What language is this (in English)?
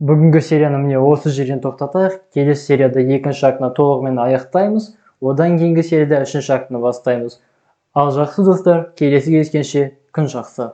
Kazakh